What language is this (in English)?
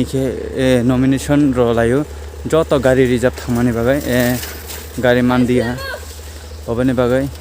Kok Borok